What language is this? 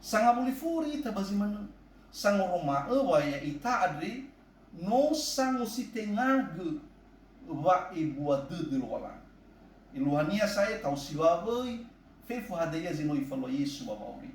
Nias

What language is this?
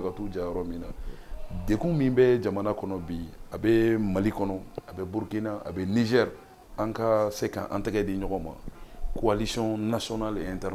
Bambara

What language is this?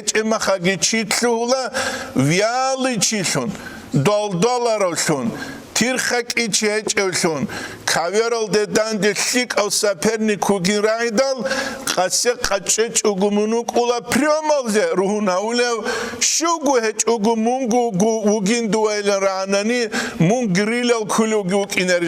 Avaric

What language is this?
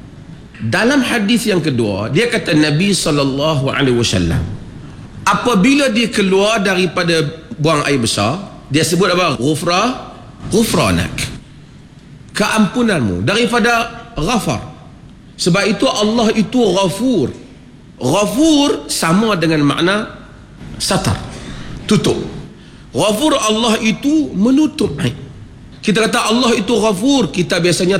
Malay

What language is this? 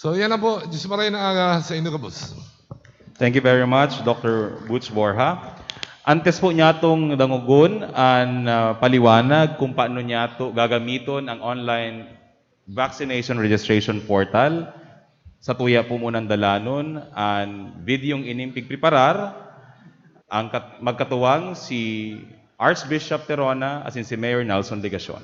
Bikol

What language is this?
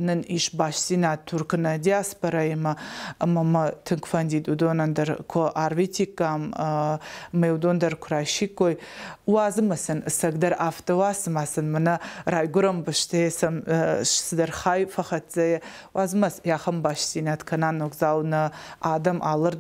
Ossetic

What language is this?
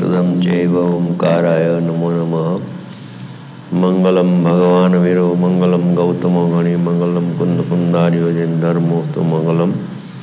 Gujarati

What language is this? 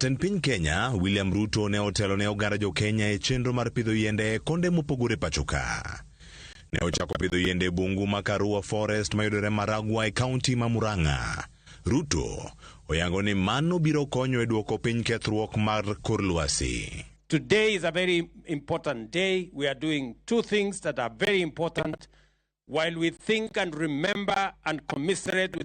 Luo (Kenya and Tanzania)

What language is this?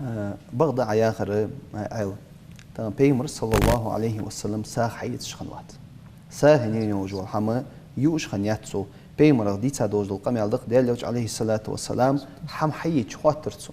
Ingush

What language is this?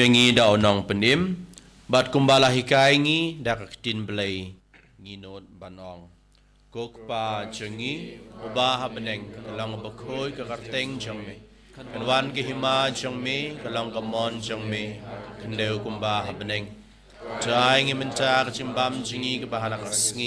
Khasi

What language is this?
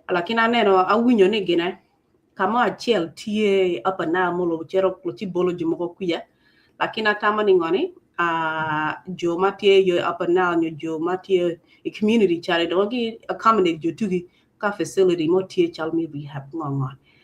Acoli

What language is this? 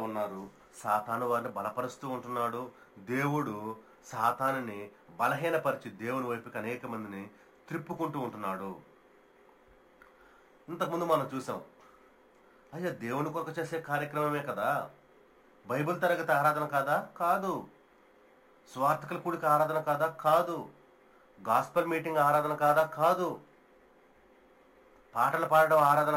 Telugu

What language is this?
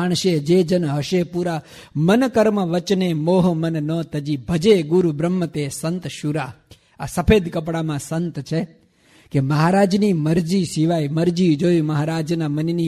Gujarati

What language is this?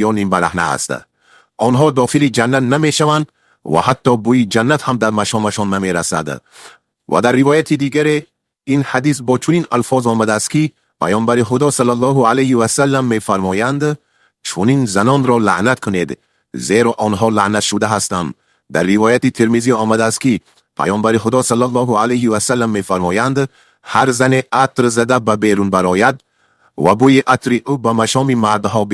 Tajik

